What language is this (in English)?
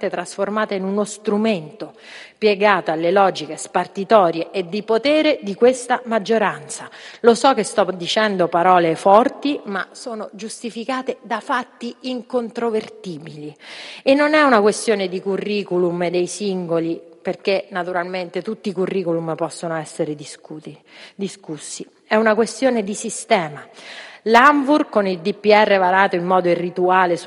Italian